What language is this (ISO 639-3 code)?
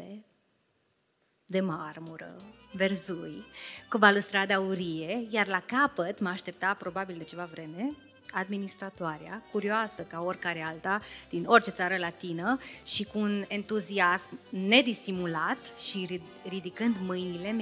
ron